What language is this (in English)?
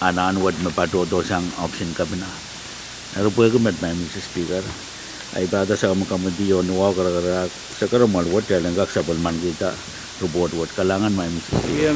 Pohnpeian